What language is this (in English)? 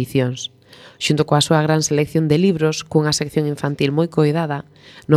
Galician